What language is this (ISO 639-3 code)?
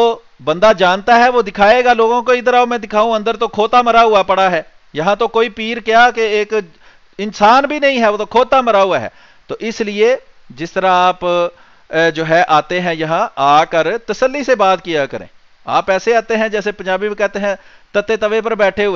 urd